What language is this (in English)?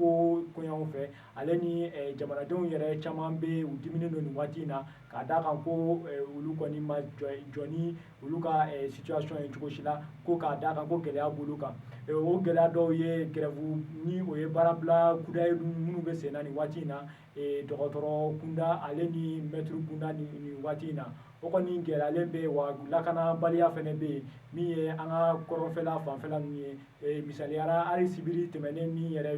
Bambara